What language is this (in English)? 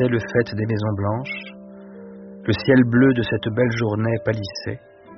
French